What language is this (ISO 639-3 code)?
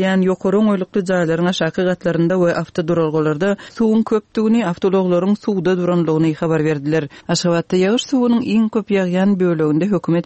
tuk